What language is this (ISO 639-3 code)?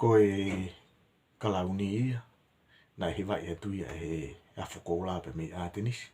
ton